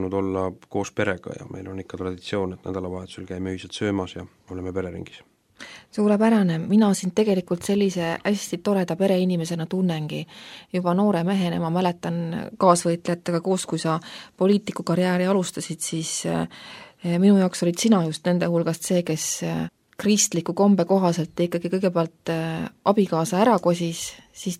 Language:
Estonian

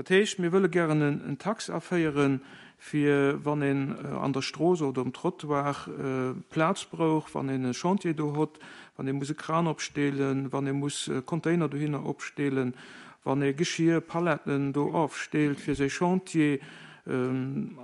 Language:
Luxembourgish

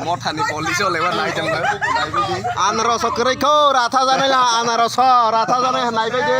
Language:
Kok Borok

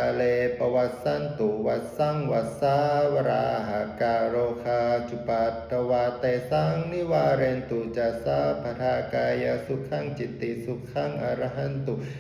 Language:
Pali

